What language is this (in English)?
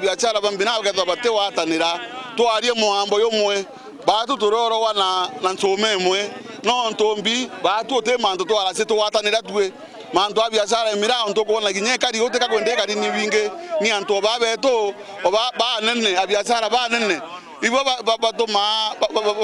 Meru